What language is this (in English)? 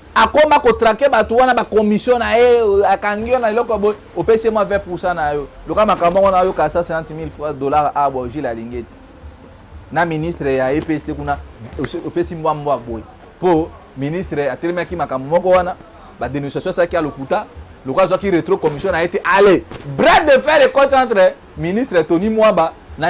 Lingala